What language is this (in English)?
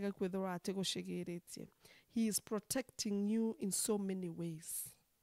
Meru